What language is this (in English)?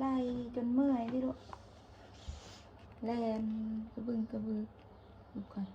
Northeastern Thai